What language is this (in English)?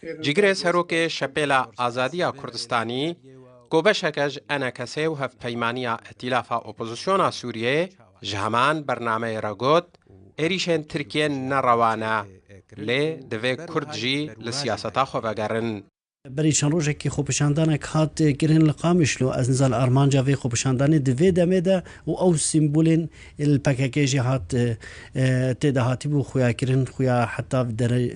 Kurdish